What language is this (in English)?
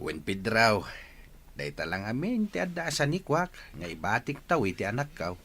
Iloko